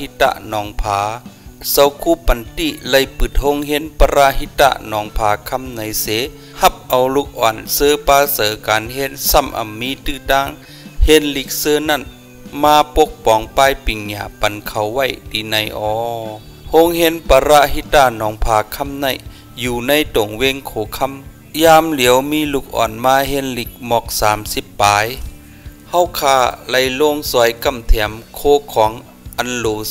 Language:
Shan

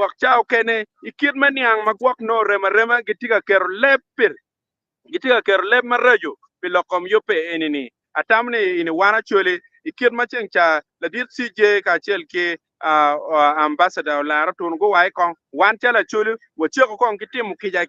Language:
Acoli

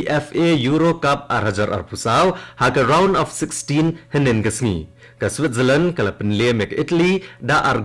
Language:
Khasi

